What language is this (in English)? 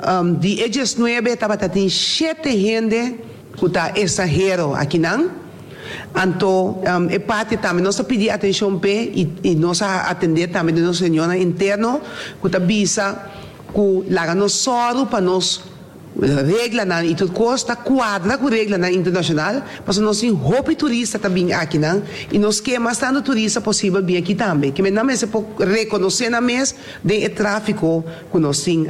Papiamento